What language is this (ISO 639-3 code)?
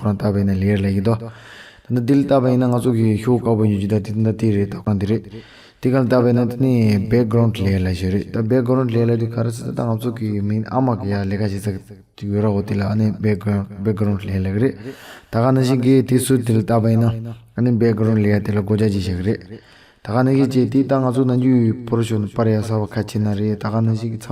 bod